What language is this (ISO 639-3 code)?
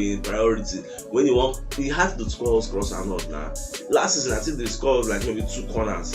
pcm